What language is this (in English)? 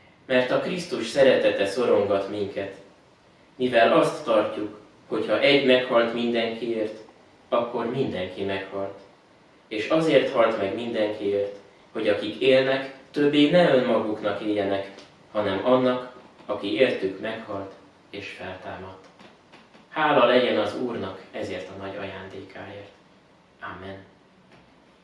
Hungarian